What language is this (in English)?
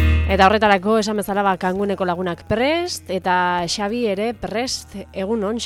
Basque